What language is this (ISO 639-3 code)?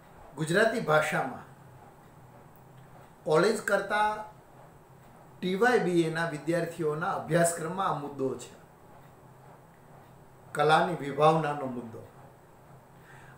guj